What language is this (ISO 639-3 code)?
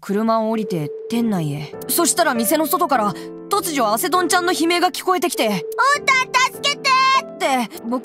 jpn